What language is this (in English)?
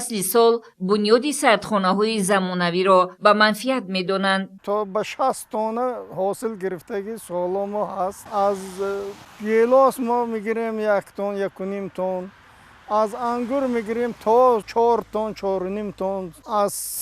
Tajik